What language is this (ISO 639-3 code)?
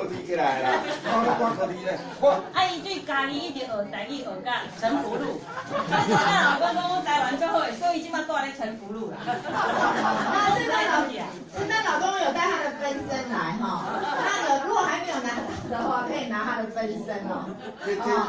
nan